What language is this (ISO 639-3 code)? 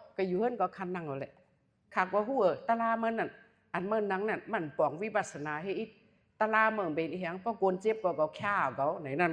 shn